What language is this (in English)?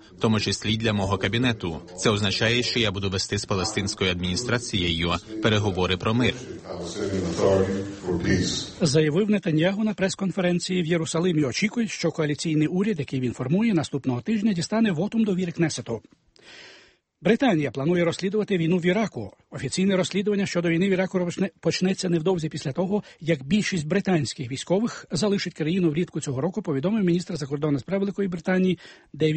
Ukrainian